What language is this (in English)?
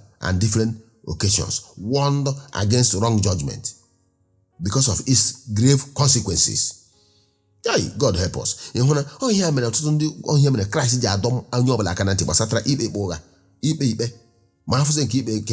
Igbo